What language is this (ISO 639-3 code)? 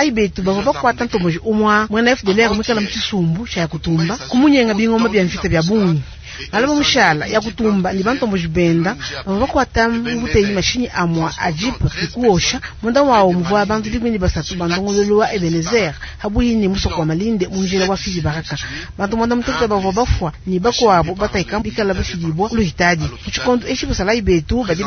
lua